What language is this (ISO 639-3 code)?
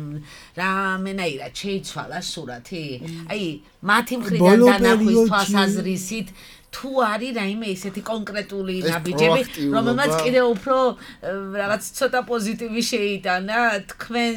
kat